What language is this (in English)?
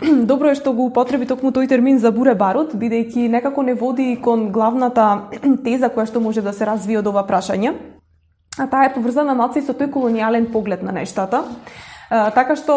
Macedonian